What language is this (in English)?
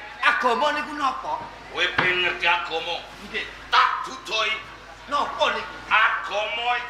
Javanese